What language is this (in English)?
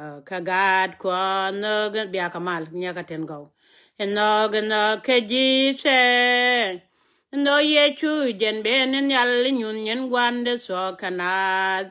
Nuer